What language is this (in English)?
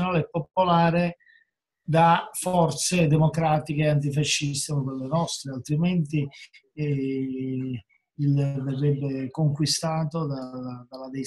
Italian